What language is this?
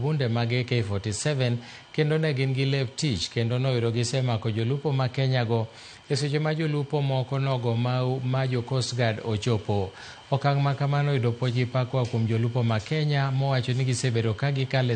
Luo (Kenya and Tanzania)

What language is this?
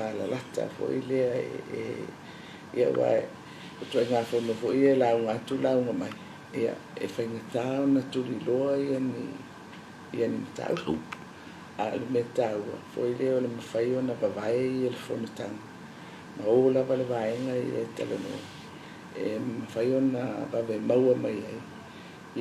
Samoan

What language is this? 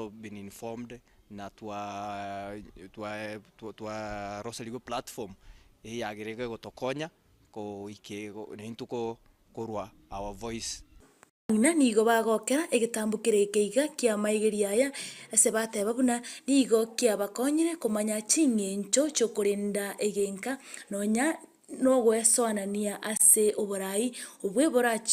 Gusii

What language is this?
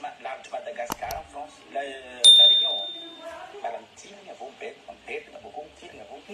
Malagasy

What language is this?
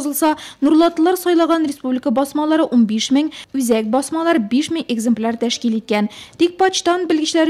Tatar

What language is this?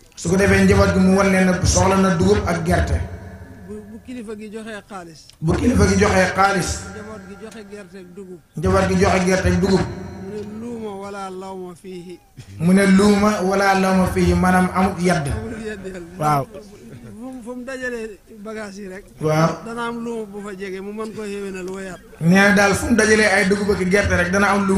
Wolof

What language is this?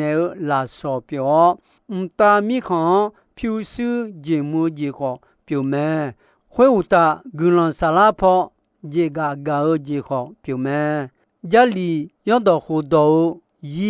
Akha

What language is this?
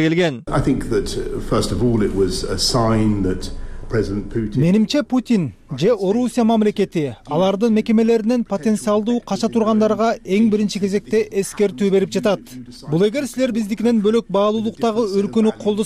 Kyrgyz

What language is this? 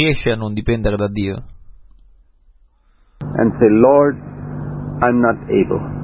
Italian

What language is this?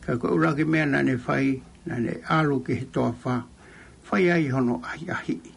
Tongan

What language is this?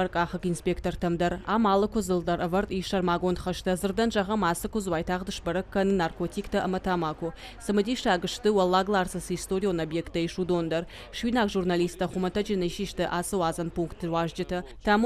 Ossetic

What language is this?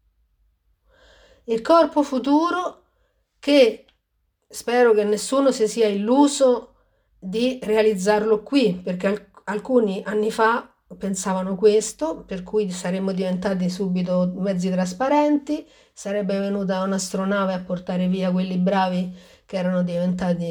Italian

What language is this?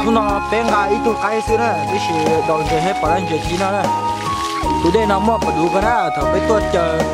Hmong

